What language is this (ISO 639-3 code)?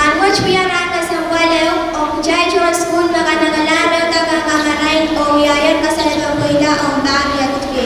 pon